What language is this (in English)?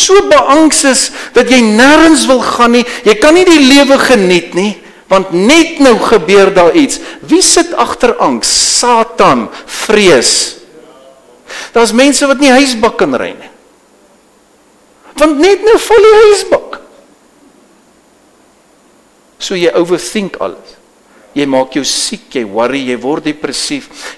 Afrikaans